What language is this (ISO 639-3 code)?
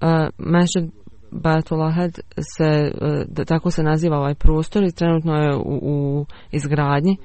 bos